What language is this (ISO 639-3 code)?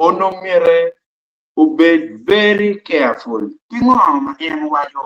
ach